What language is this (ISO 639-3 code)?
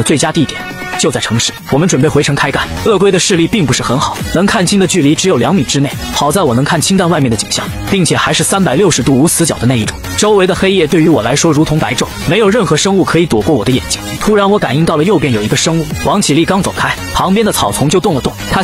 zho